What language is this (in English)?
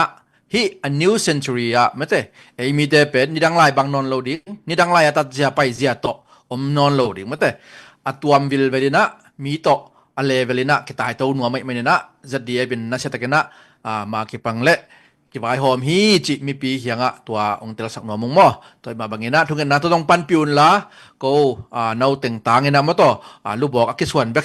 Tedim Chin